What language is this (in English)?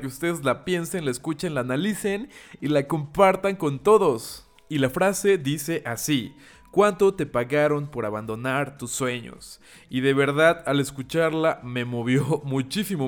Spanish